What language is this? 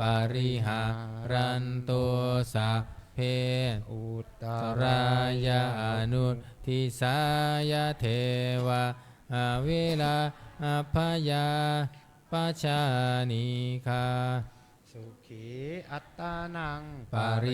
Pali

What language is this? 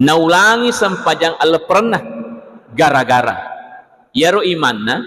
Buginese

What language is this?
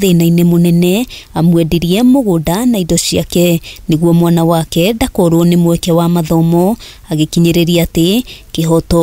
Kikuyu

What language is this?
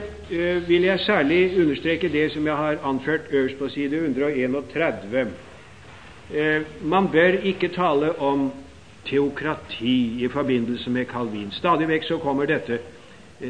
Norwegian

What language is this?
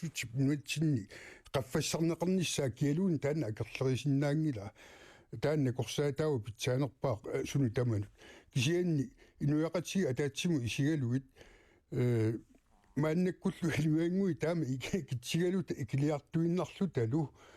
Kalaallisut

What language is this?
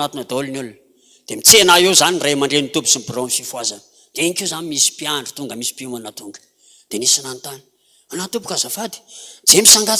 Malagasy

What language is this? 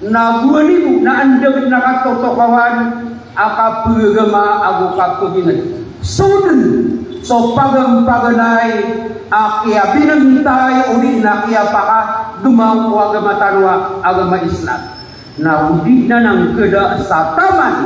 Maranao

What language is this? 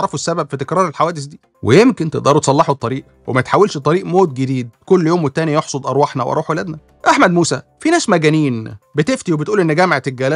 Egyptian Arabic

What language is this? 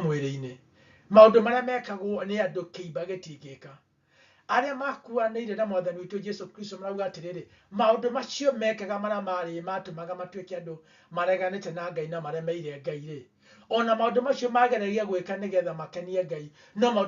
Kikuyu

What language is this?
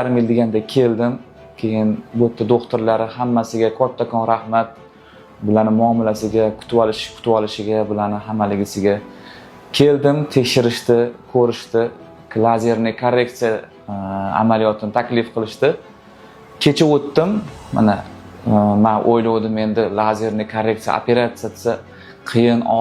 Uzbek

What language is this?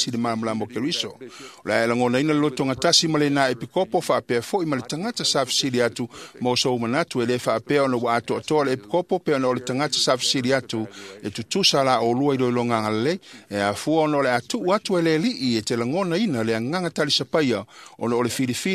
Samoan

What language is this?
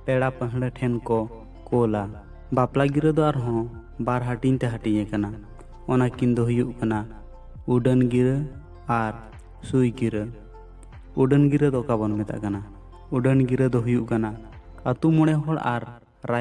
Santali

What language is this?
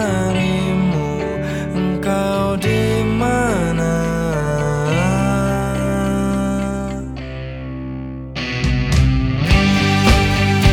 Indonesian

